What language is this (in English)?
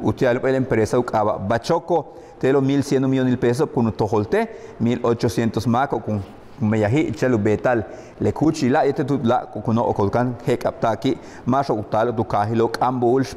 Yucateco